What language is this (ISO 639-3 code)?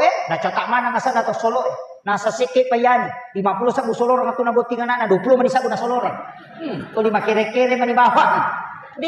bug